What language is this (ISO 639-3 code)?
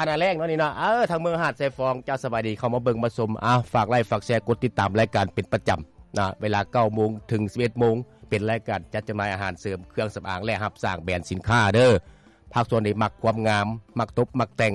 lao